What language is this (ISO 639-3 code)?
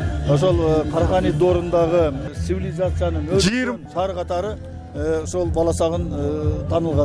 kir